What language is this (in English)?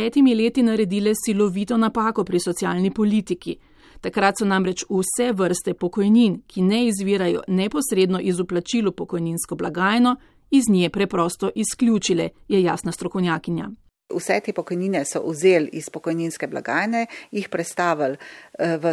Slovenian